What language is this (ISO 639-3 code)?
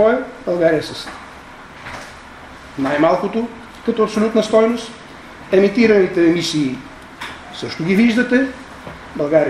bul